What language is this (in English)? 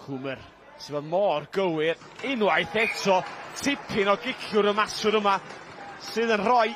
Welsh